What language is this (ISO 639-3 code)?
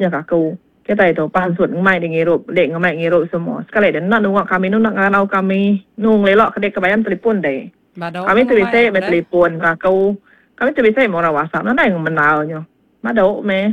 iba